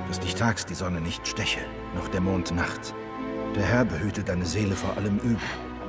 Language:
Swiss German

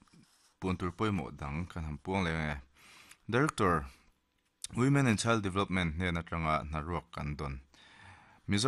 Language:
Mizo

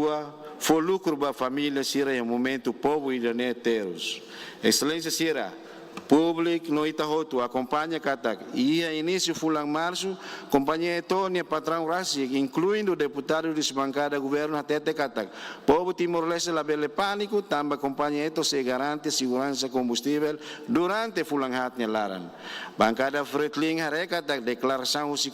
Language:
Tetum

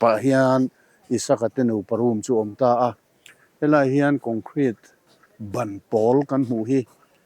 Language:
Mizo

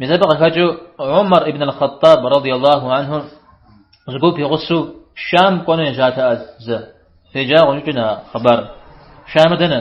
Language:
Kabardian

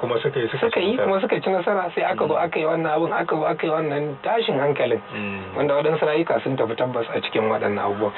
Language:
Hausa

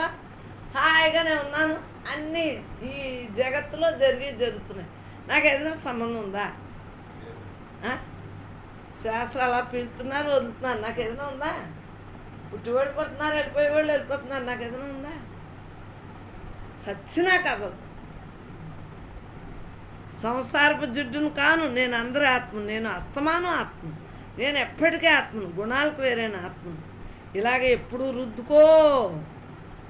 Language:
Telugu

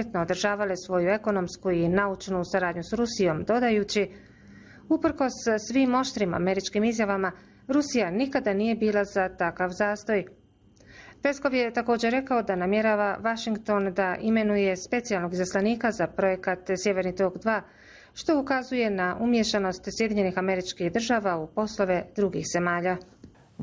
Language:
Bosnian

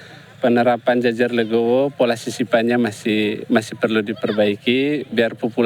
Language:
Tetum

